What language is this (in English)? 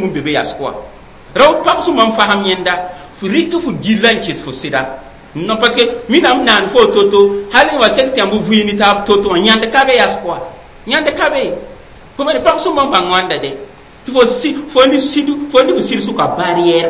Mossi